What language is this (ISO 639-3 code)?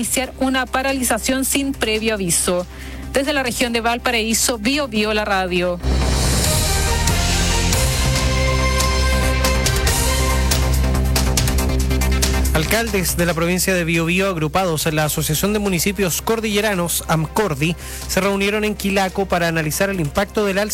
spa